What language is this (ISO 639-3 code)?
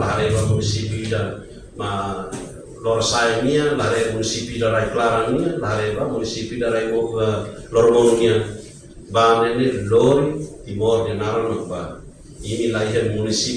tet